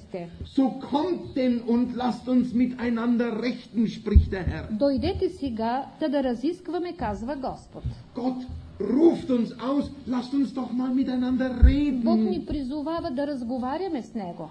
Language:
Bulgarian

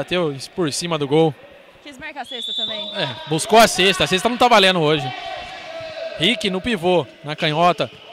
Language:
Portuguese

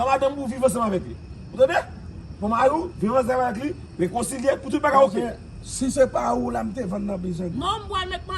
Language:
Haitian Creole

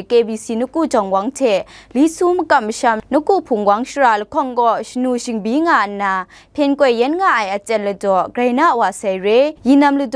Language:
Kachin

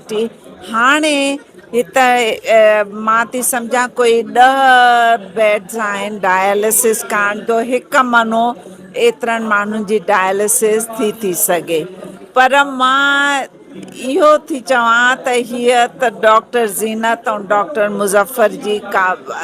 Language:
Sindhi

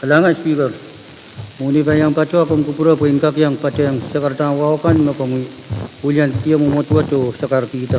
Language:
Pohnpeian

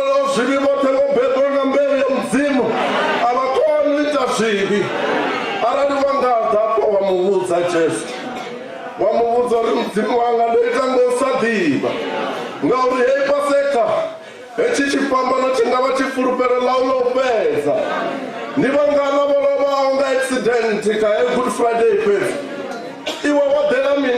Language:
Venda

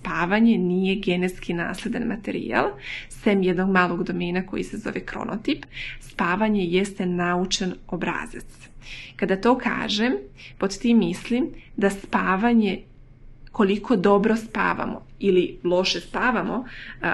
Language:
Serbian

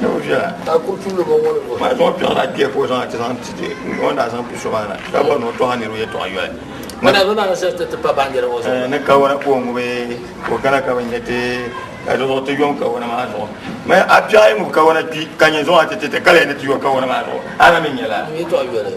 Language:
Dagbani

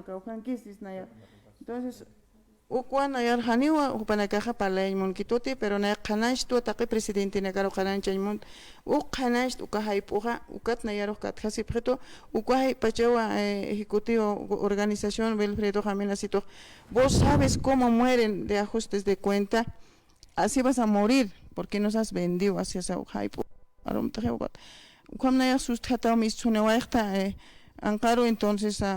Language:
Aymara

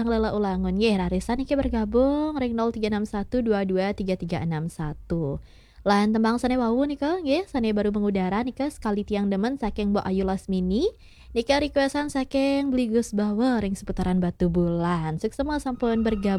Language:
Balinese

